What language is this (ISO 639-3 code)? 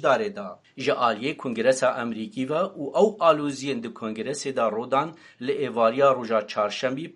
kur